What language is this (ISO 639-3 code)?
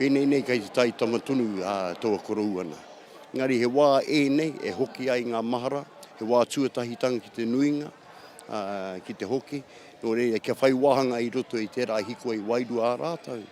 mri